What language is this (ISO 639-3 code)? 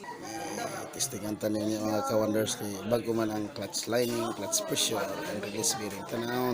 ceb